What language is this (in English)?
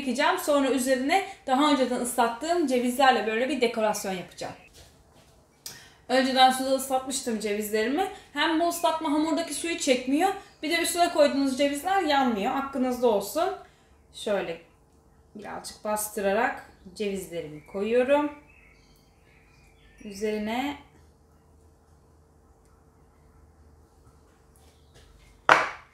Turkish